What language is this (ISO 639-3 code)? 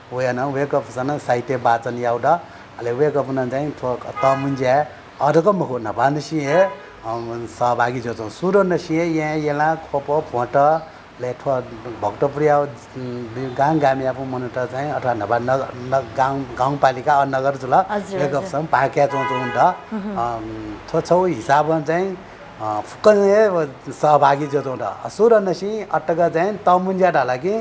new